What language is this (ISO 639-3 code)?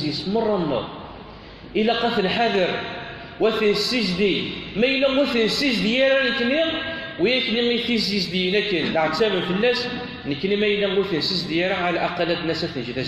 kab